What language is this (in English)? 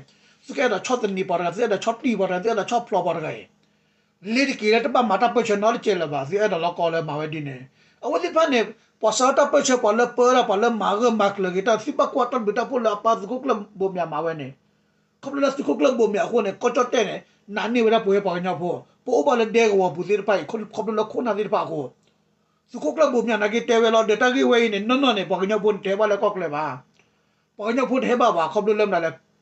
S'gaw Karen